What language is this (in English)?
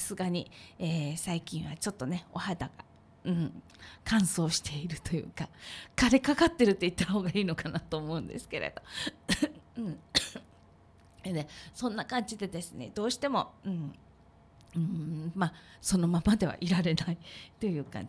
Japanese